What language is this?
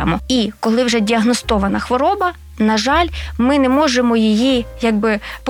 Ukrainian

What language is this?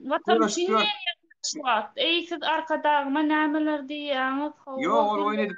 Turkmen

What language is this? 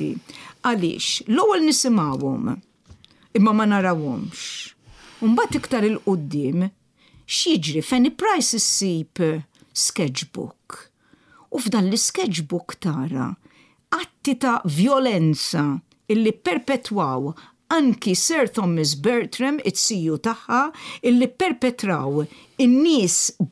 Maltese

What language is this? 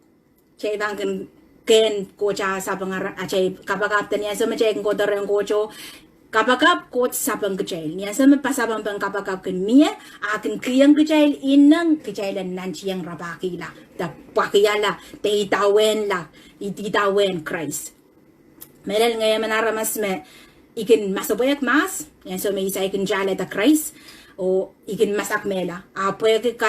Pohnpeian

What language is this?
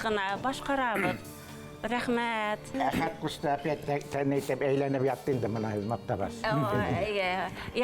Bashkir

